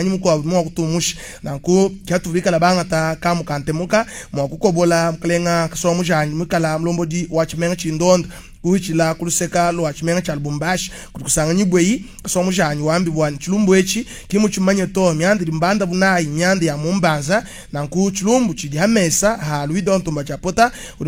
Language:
Luba-Lulua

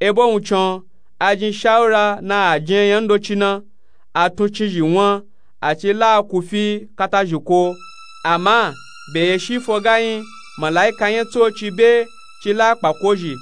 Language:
Nupe-Nupe-Tako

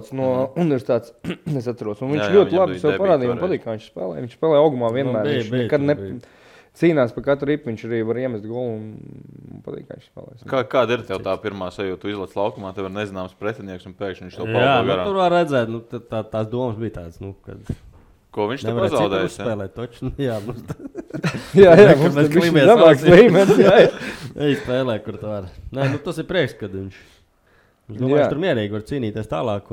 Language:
Latvian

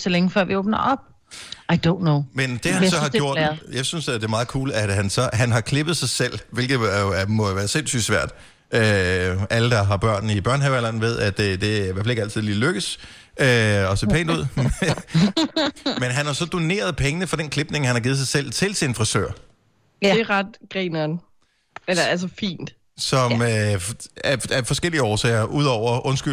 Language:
Danish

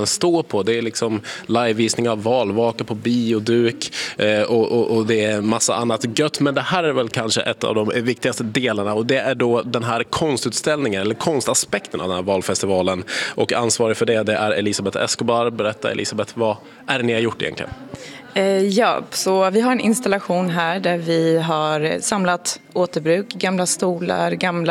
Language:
Swedish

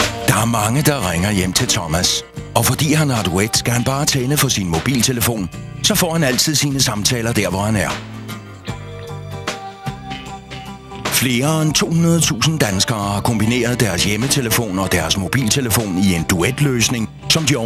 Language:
Danish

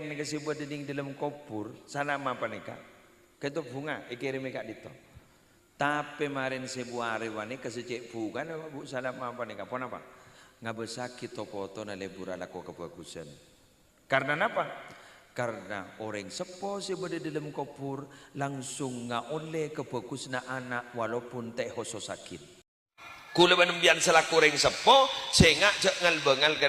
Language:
Madurese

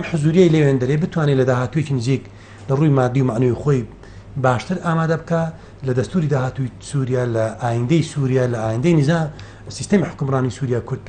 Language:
Central Kurdish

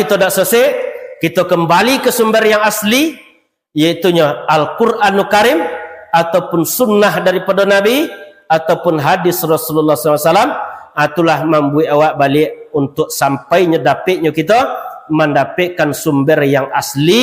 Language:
Minangkabau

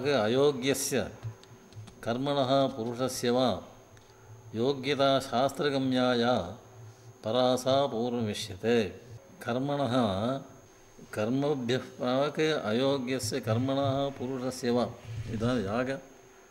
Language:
Sanskrit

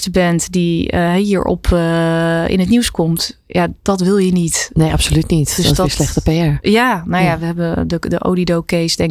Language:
Dutch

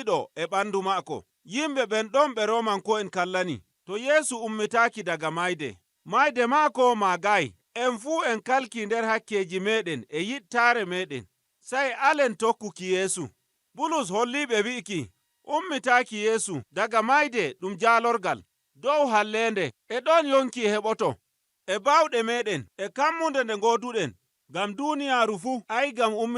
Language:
Nigerian Fulfulde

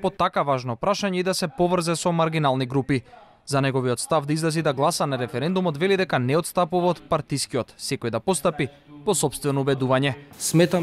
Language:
Macedonian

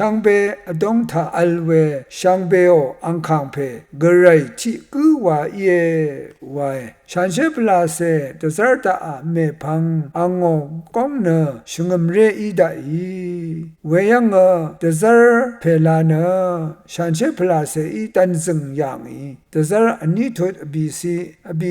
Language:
Rawang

